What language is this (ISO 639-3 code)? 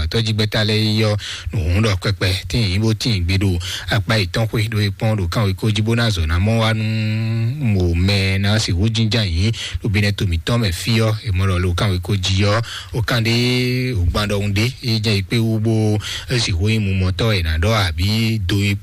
fon